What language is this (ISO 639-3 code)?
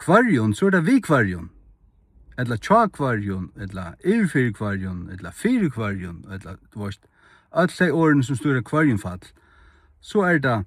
fao